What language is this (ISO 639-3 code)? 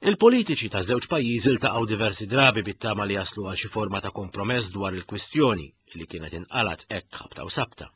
mlt